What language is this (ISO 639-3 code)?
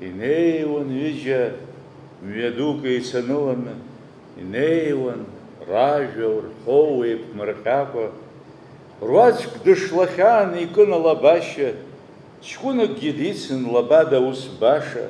abk